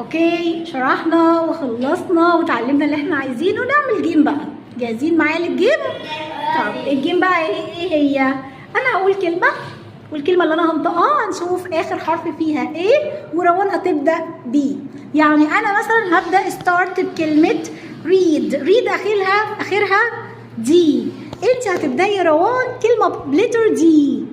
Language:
Egyptian Arabic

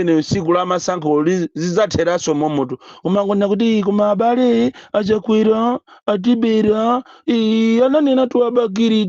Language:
Nyanja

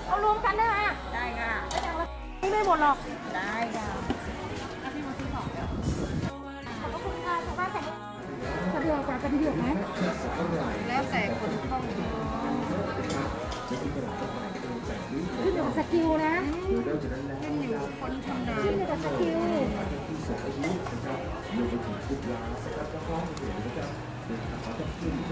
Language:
Thai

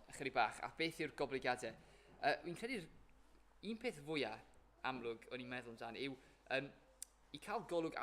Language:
Welsh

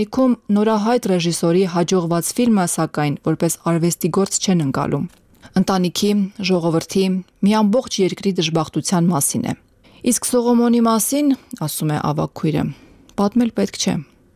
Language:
Armenian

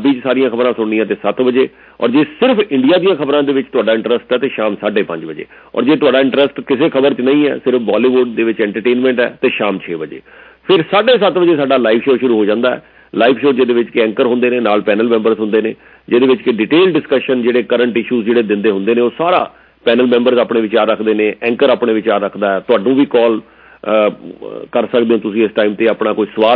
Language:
Punjabi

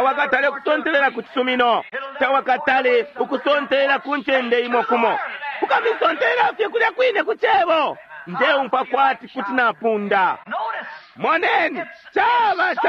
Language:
Bemba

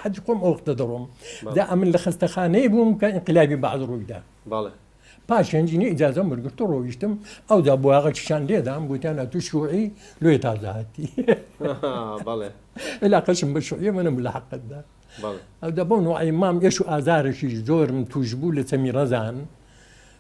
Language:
Central Kurdish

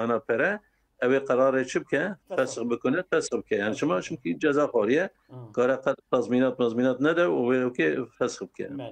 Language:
Kurdish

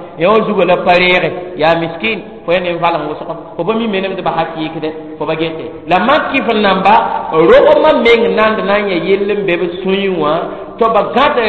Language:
Mossi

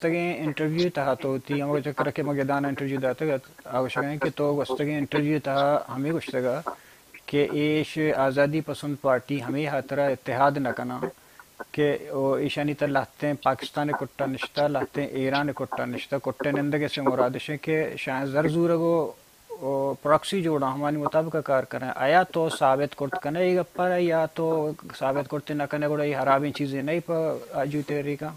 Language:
Baluchi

